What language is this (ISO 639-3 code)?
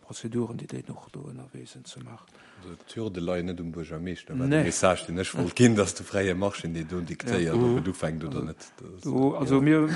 ltz